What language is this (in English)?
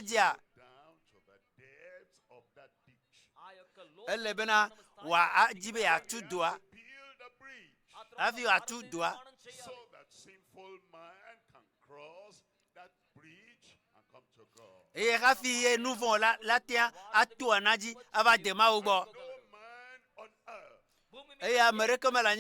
Ewe